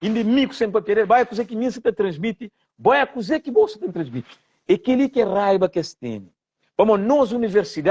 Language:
Kabuverdianu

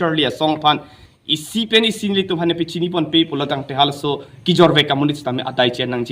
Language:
Karbi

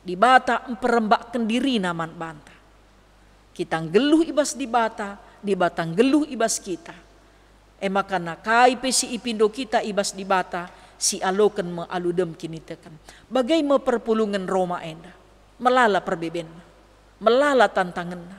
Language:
Batak Karo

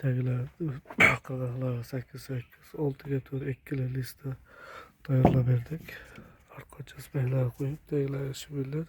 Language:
Uzbek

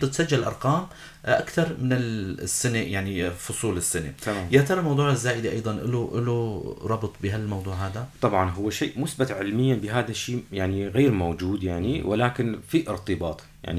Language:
North Levantine Arabic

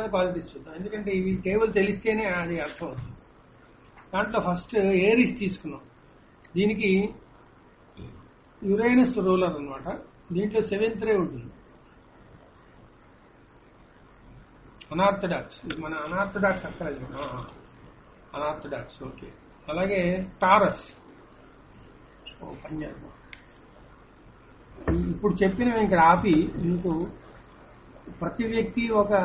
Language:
Telugu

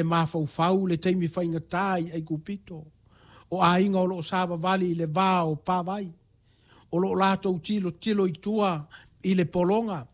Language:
Samoan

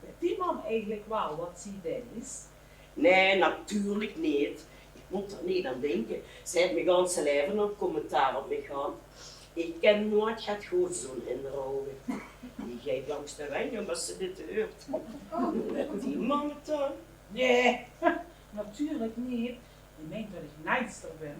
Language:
Limburgish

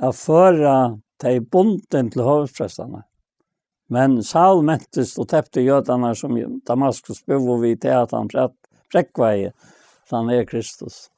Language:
Faroese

